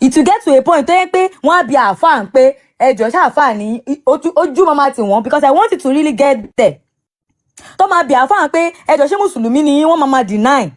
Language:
Yoruba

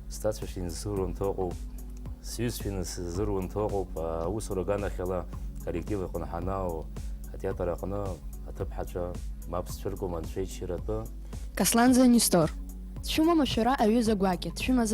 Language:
Abkhazian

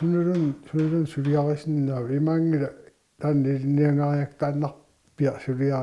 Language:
Kalaallisut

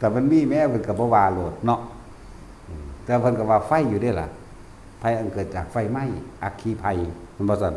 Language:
Northeastern Thai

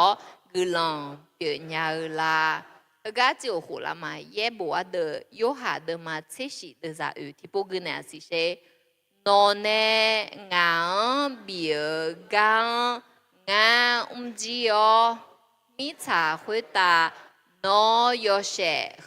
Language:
Akha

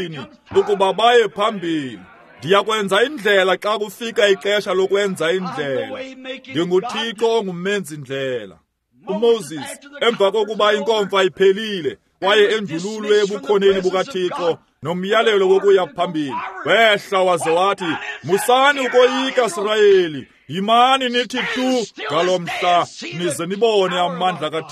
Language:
Xhosa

